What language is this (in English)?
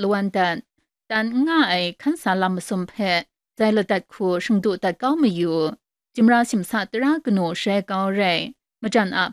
Kachin